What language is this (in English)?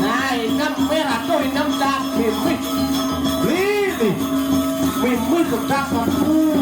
Balinese